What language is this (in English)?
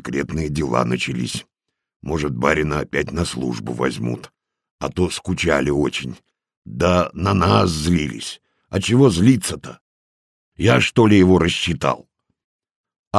Russian